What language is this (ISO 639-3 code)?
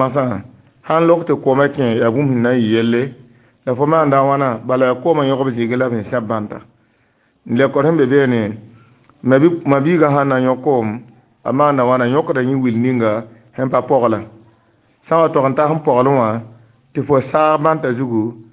mos